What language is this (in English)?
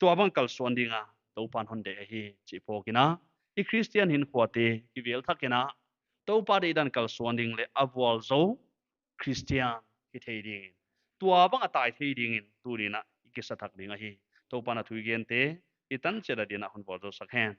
Paite Chin